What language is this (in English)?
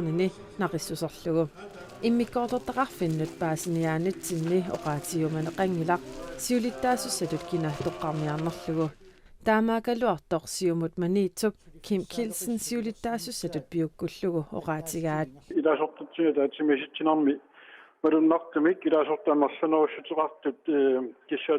Kalaallisut